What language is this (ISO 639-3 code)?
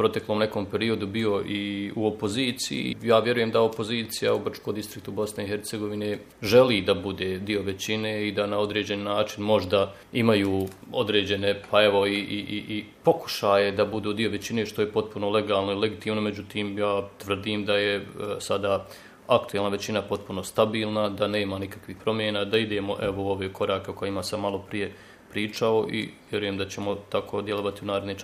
bos